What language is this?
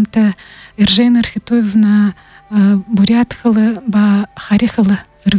Buriat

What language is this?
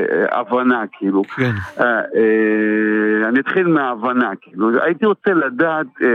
Hebrew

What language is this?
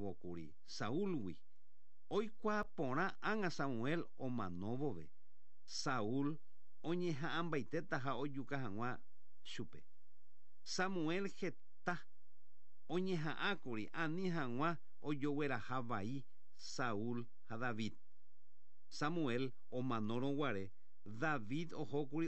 Guarani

